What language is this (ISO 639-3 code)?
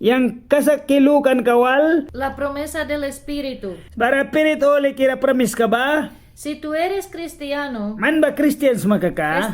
miq